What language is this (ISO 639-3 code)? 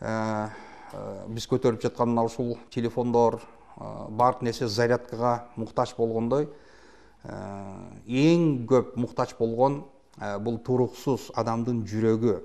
kir